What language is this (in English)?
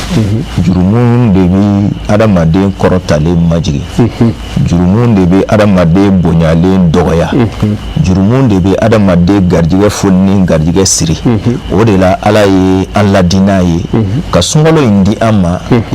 Bambara